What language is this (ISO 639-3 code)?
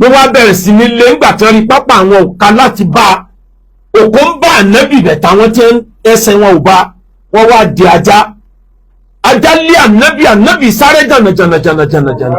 yor